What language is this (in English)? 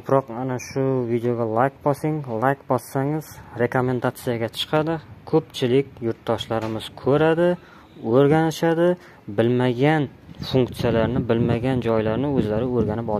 Uzbek